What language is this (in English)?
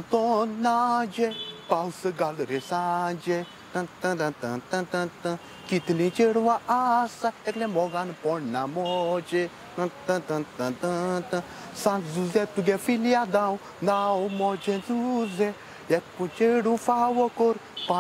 Konkani